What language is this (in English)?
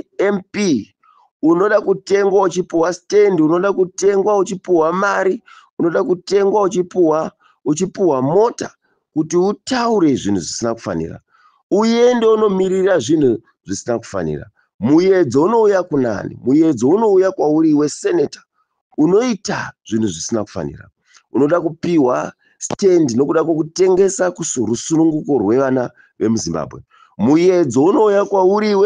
Shona